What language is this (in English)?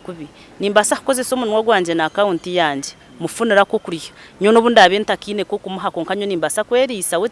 Nyankole